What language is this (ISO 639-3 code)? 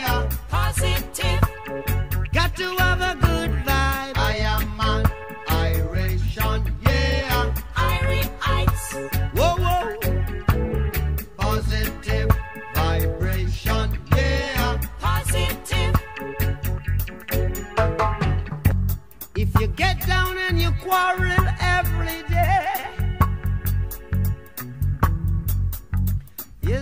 eng